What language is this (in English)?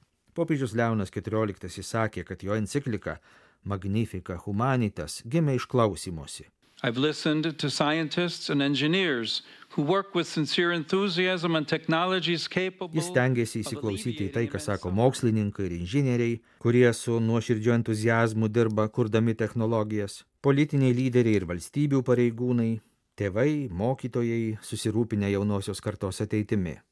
Lithuanian